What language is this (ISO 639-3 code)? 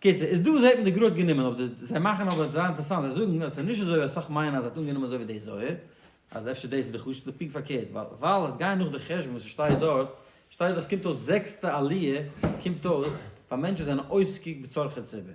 yid